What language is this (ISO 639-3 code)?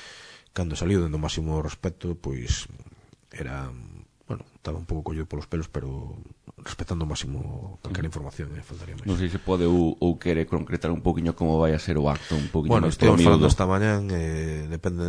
glg